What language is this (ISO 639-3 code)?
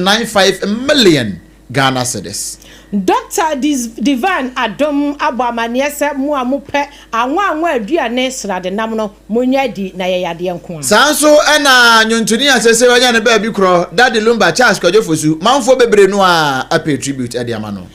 aka